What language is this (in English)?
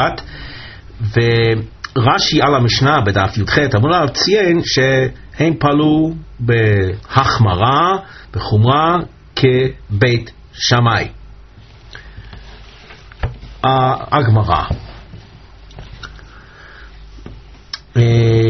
Hebrew